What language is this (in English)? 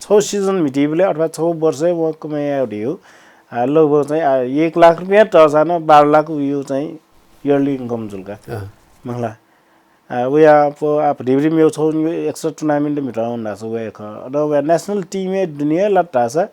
Newari